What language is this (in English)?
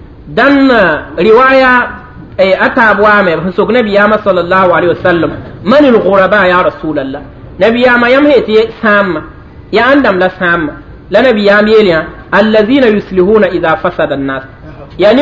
Mossi